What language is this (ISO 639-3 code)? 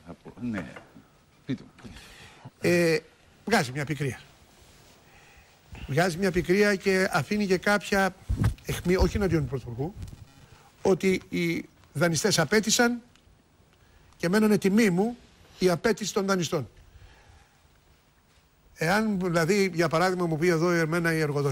ell